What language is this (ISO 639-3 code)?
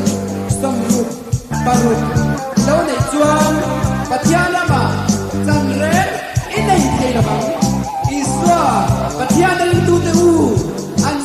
lus